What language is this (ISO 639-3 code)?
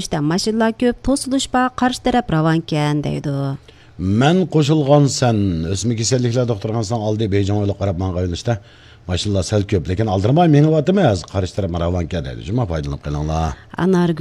uig